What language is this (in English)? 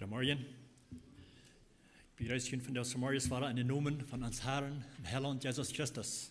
Plautdietsch